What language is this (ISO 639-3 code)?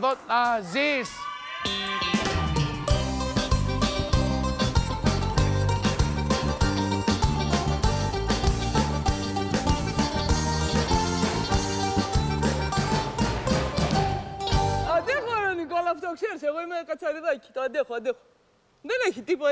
ell